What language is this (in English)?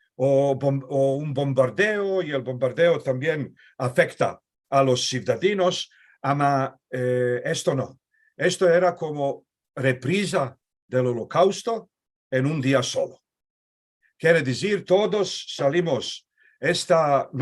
Ladino